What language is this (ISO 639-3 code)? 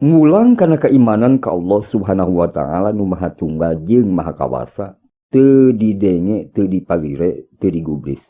sun